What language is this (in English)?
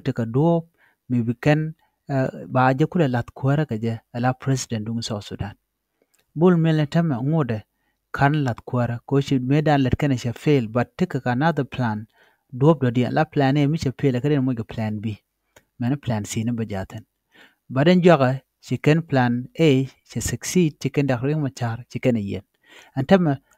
Nuer